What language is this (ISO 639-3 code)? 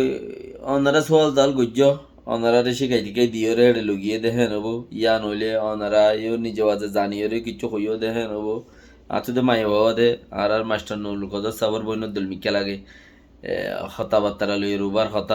rhg